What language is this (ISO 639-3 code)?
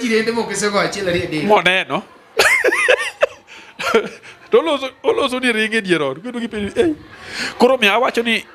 luo